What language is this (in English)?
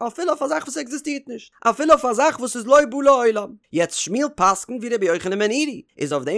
Yiddish